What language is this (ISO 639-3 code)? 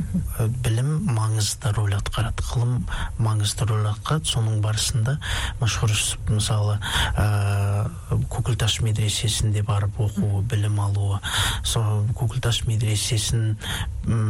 kaz